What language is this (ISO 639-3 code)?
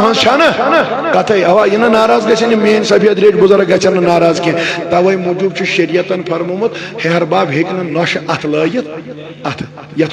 kas